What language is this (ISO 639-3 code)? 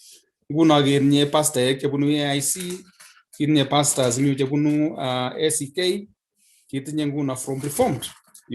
kln